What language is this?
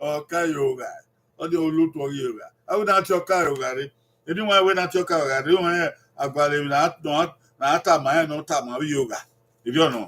Bini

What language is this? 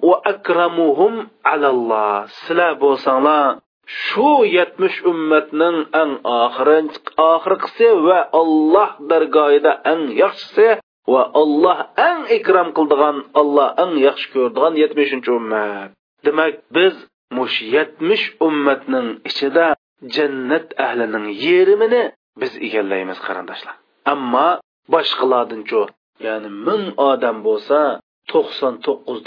Uyghur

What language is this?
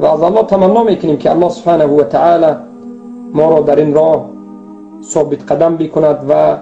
Persian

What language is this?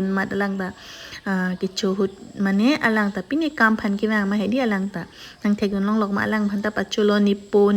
Karbi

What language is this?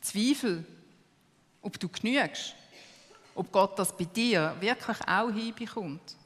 Swiss German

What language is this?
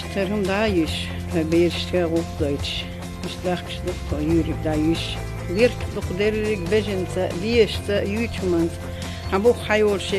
Chechen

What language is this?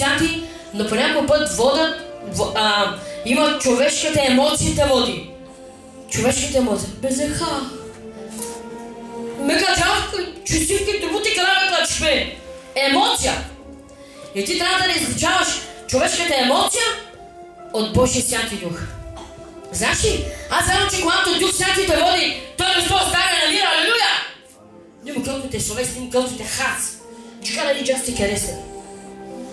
Bulgarian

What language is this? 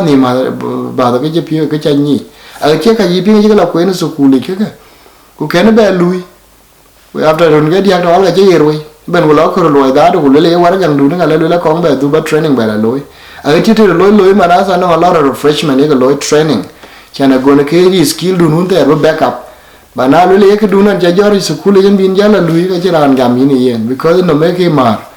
Dinka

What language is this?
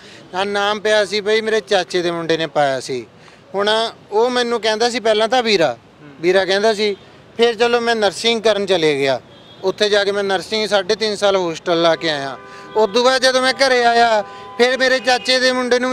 Punjabi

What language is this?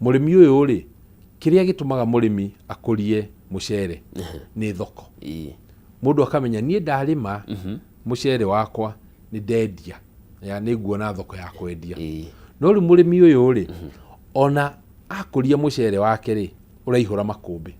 Kikuyu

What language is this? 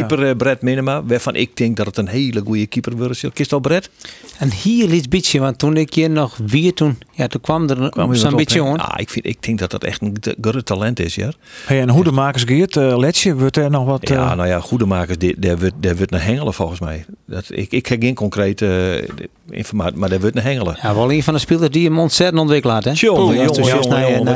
Western Frisian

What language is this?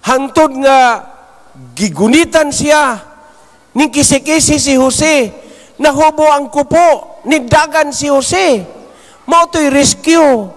Cebuano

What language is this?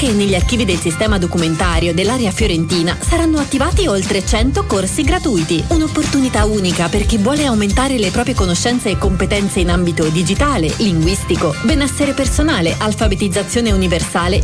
Italian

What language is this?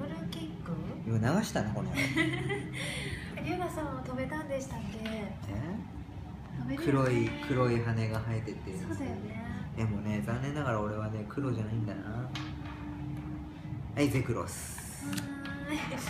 Japanese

